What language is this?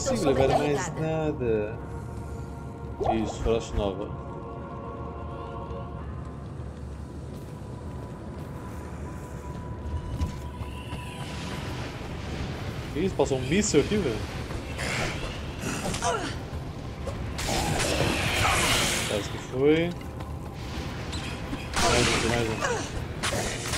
Portuguese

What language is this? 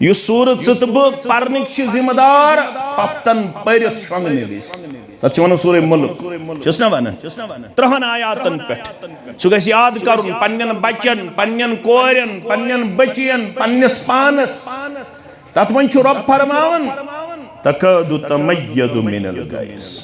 Kashmiri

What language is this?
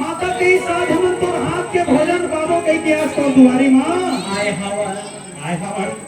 Chhattisgarhi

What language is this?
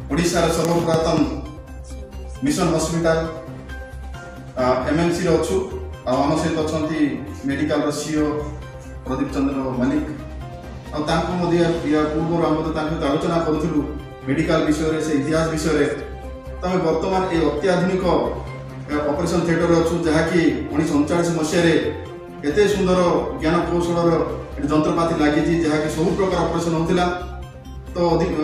Odia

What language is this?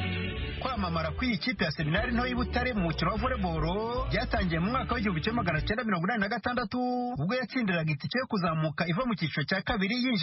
Kinyarwanda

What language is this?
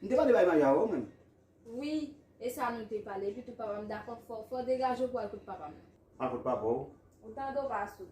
Haitian Creole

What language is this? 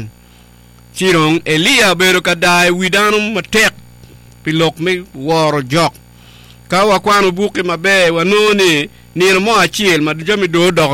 Acoli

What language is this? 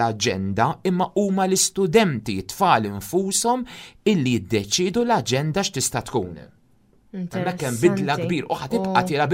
Maltese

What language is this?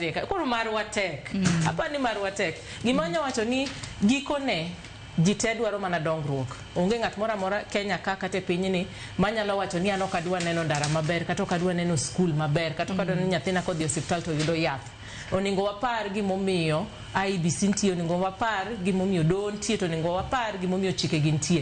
Luo (Kenya and Tanzania)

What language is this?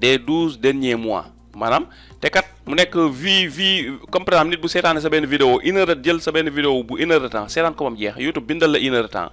Wolof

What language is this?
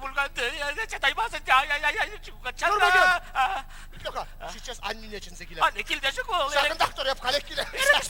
Chuvash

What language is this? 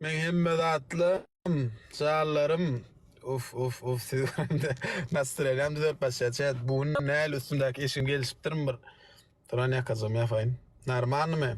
Turkmen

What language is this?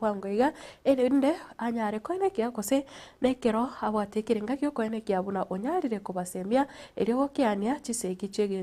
Gusii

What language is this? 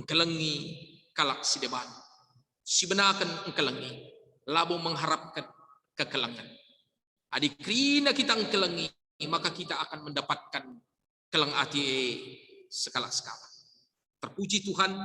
Batak Karo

